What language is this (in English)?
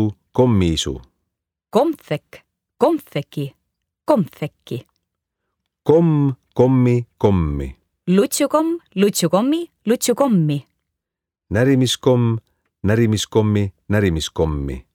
Estonian